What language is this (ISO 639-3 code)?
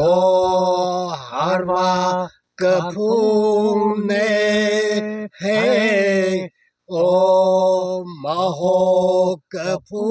nmf